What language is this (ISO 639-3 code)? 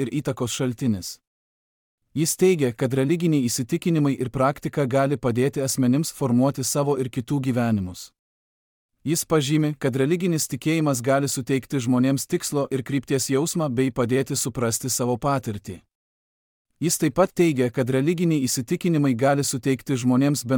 lit